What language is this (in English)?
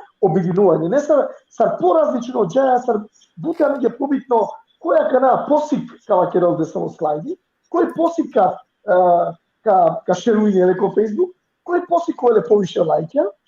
Balkan Romani